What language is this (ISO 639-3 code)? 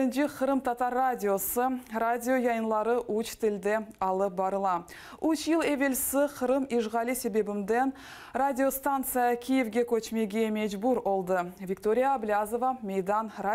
crh